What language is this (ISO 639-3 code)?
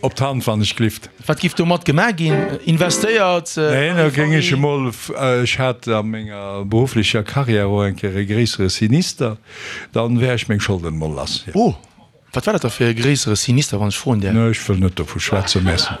ltz